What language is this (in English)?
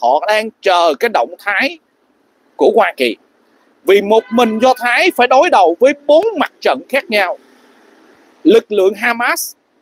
Vietnamese